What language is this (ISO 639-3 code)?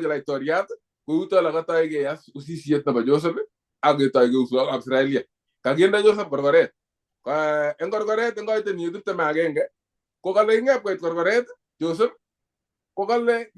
kln